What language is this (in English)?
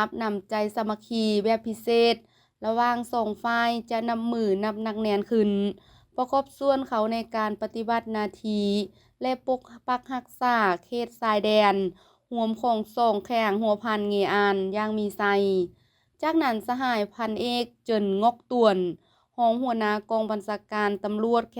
Lao